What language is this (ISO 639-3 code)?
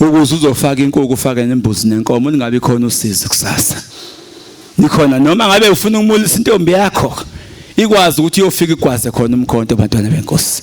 zul